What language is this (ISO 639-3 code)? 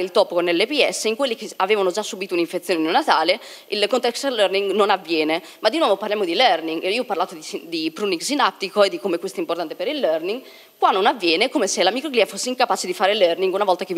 ita